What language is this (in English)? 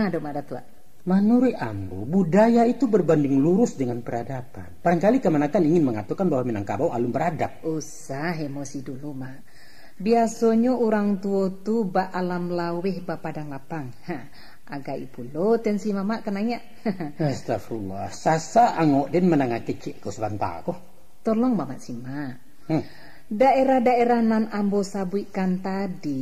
Minangkabau